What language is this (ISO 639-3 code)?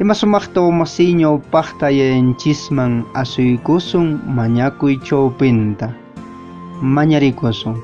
que